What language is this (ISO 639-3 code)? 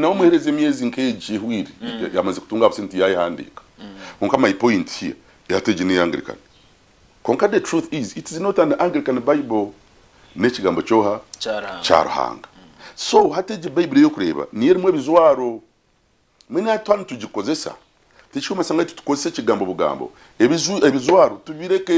nyn